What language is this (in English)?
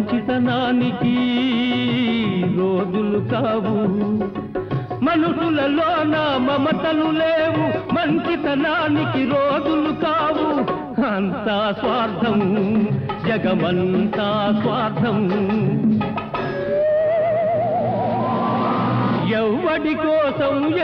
Telugu